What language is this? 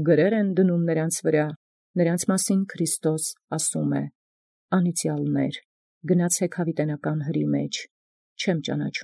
Armenian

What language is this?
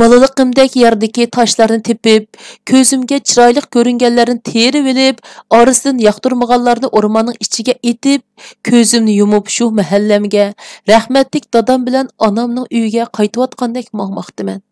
Uyghur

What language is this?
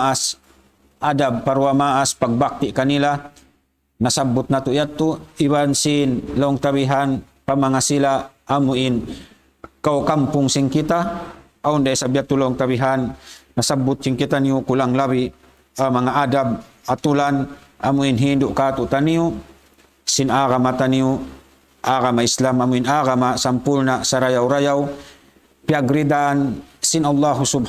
Tausug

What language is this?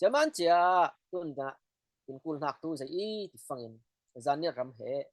Falam Chin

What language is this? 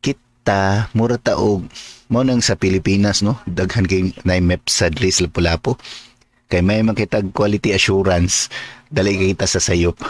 Cebuano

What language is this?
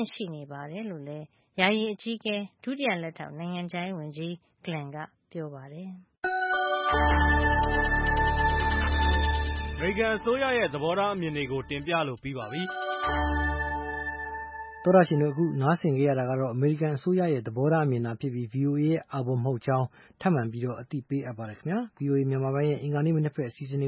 Burmese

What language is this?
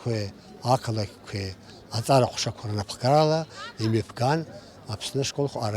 Abkhazian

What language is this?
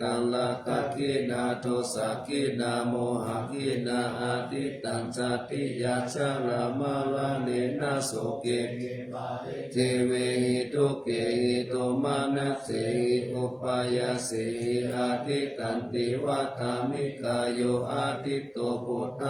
Pali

